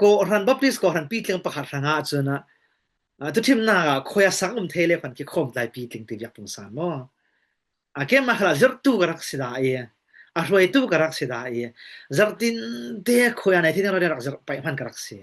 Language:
Falam Chin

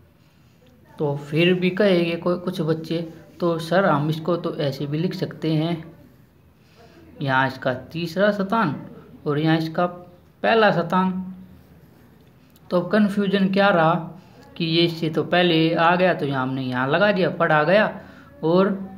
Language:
Hindi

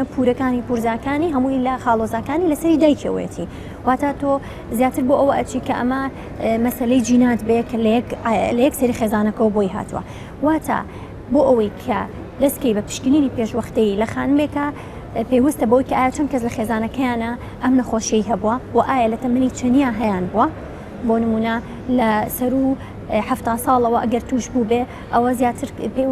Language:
Central Kurdish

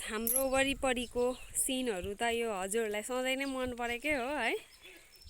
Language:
Nepali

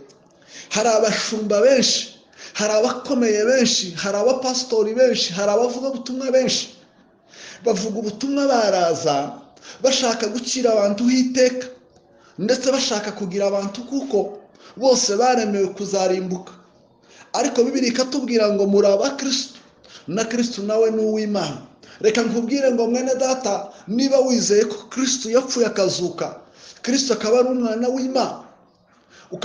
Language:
Kinyarwanda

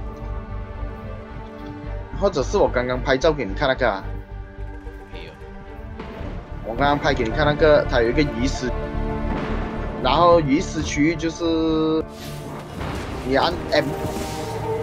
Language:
Chinese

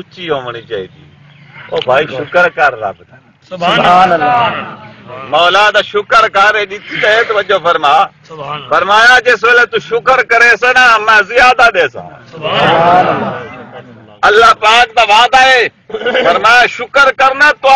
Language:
Saraiki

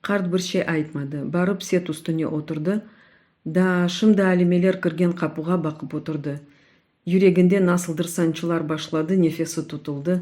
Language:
Crimean Tatar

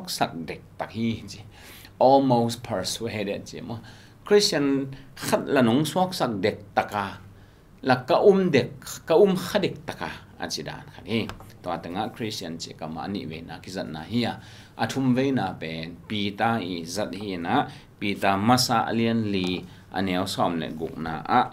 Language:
Tedim Chin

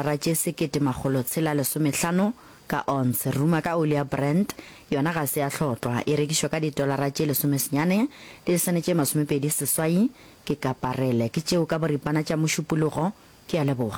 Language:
Northern Sotho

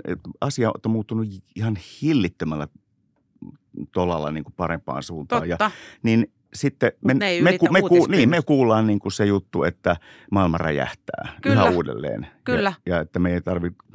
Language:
Finnish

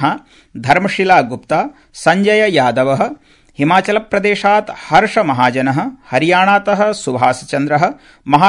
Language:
Sanskrit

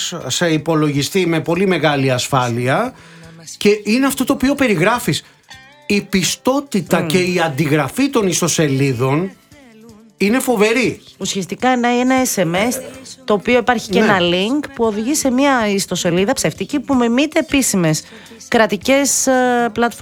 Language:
Greek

